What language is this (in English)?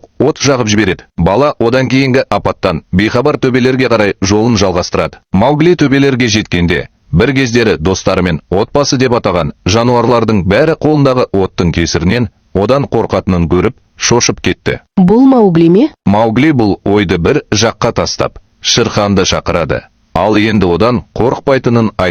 Kazakh